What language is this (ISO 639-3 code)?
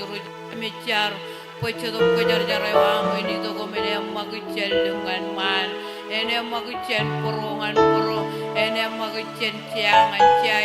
mah